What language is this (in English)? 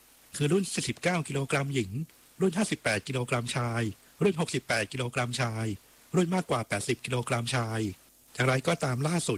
Thai